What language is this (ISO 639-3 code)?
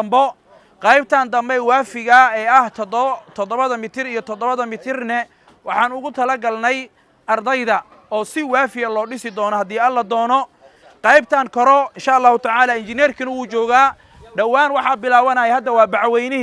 som